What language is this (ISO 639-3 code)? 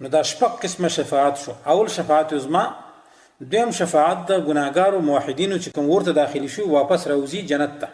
pus